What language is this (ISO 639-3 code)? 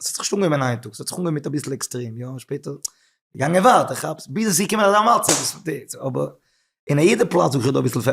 yid